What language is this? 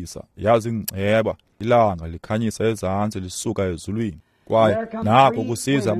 Xhosa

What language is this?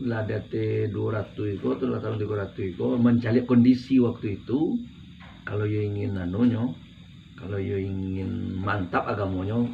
Minangkabau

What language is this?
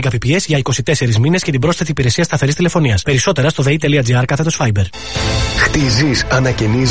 Greek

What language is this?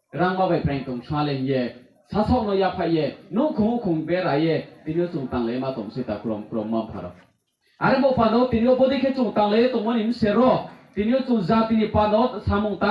Riang (India)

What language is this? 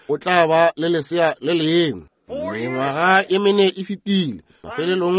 Northern Sotho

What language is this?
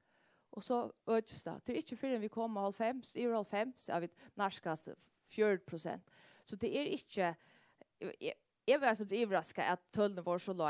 Faroese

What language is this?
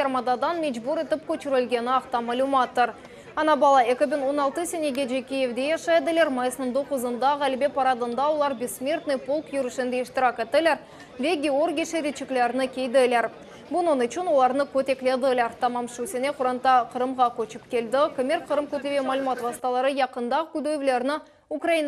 Crimean Tatar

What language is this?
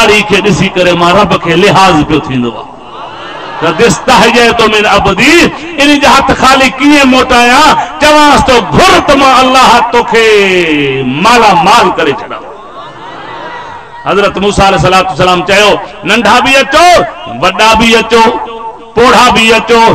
Sindhi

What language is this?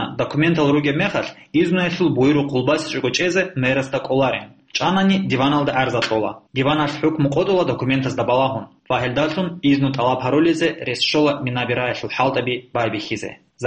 Avaric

